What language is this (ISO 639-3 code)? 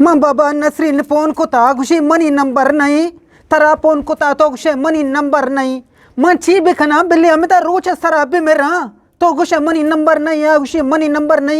bgp